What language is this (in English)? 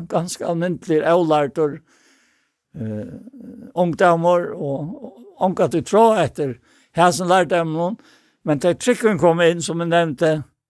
Faroese